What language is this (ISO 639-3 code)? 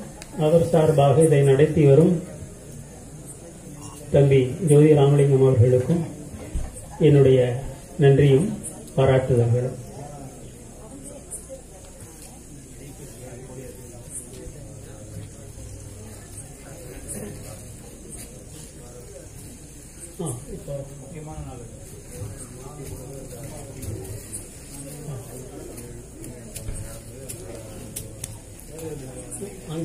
tam